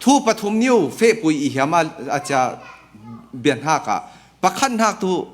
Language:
Falam Chin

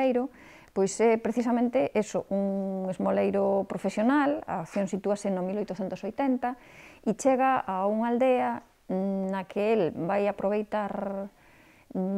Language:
Galician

